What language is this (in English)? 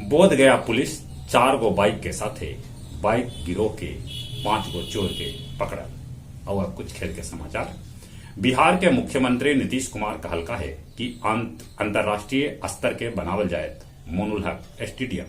Magahi